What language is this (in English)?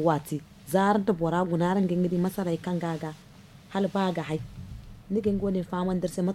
Zarma